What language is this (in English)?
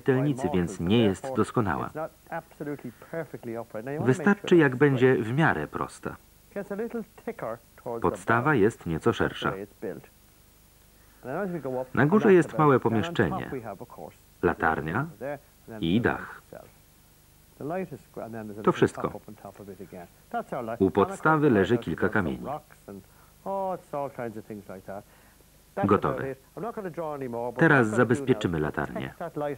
Polish